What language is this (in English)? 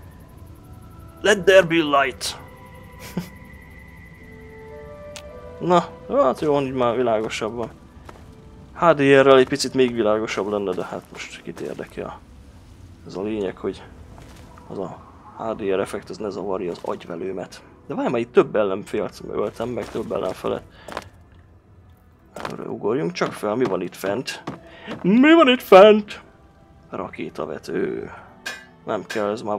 Hungarian